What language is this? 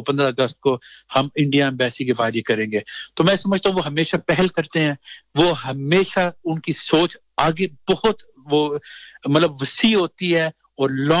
Urdu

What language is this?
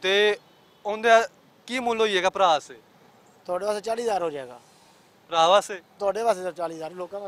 Western Panjabi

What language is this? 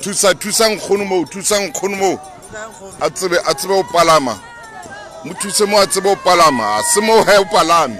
Southern Sotho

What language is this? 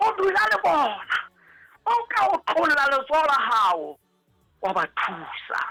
Southern Sotho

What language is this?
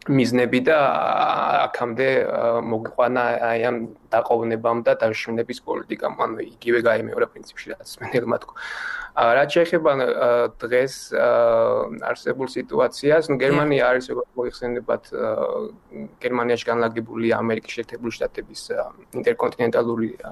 Georgian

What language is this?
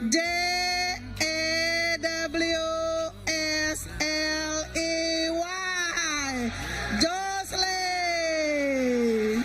Iban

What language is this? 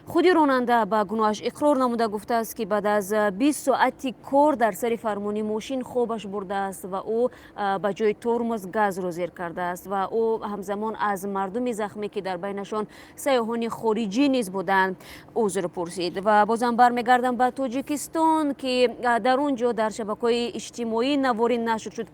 Tajik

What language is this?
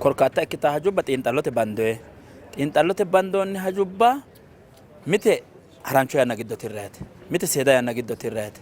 Sidamo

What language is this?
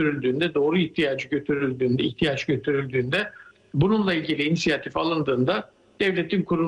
Turkish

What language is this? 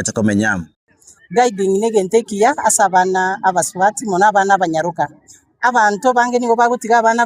Gusii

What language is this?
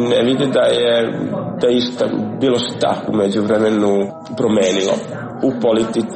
Serbian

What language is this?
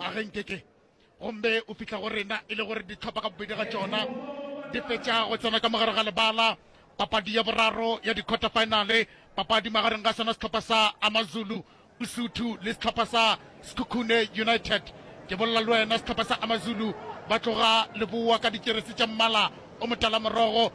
Northern Sotho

